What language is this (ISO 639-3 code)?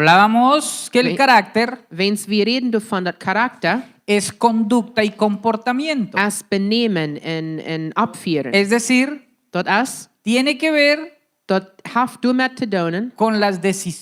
pdt